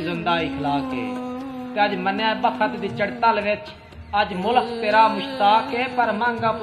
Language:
Saraiki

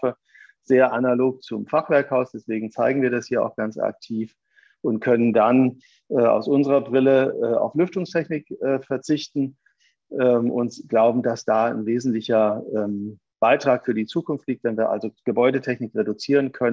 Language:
German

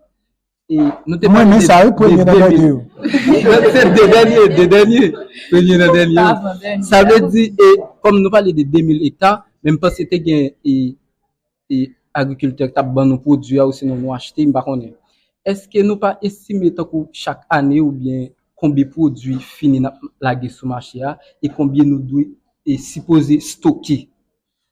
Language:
Haitian Creole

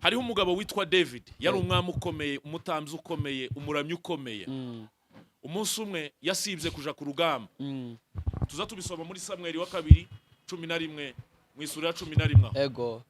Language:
Rundi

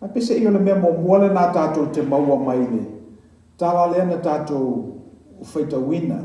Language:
Samoan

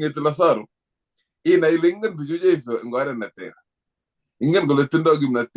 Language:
Kalenjin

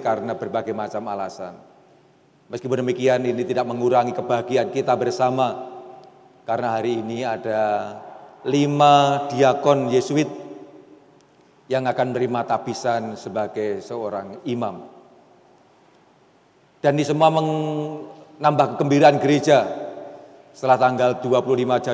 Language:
Indonesian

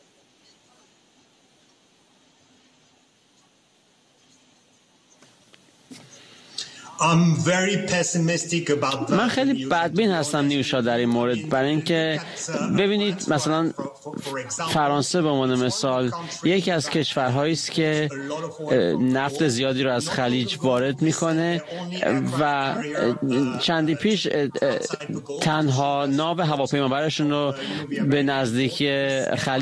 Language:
Persian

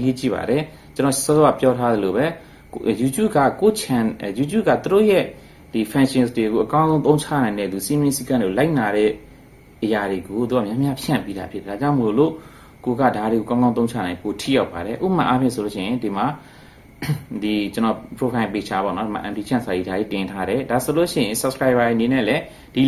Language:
Burmese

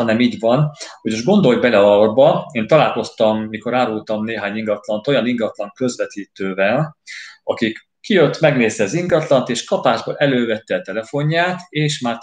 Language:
Hungarian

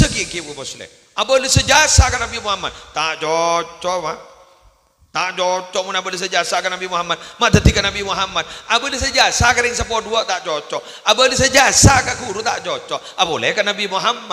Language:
Madurese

